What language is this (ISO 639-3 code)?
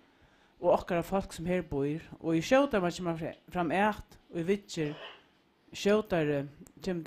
fao